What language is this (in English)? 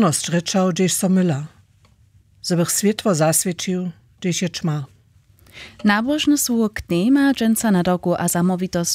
Upper Sorbian